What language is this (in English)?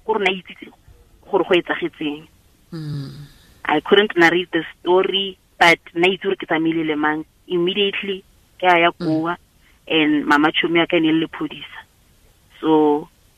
Tswana